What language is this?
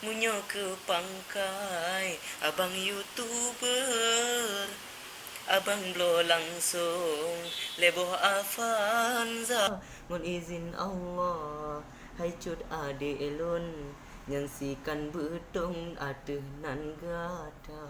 Achinese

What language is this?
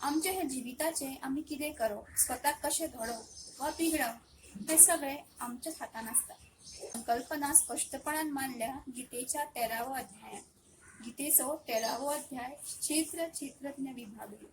Konkani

